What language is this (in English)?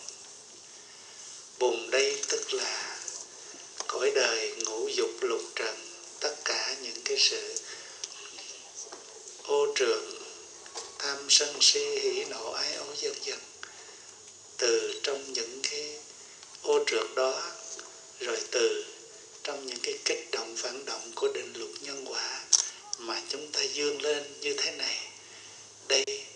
Vietnamese